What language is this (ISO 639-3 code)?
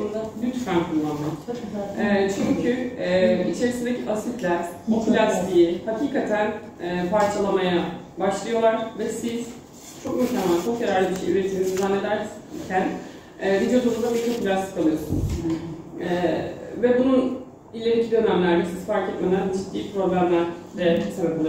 tur